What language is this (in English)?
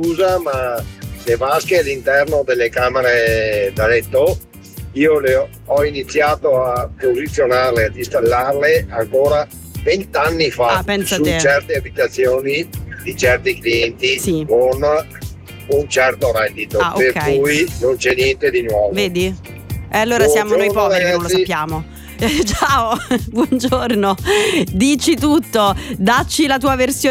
Italian